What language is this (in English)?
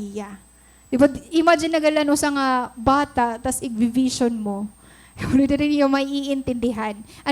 Waray